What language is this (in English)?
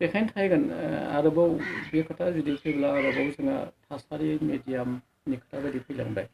Bodo